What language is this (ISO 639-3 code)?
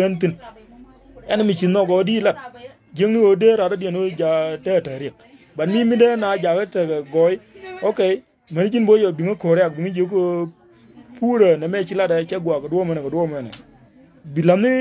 nus